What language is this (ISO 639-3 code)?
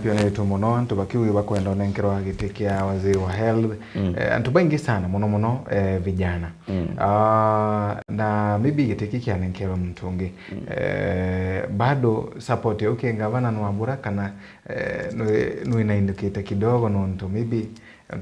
mer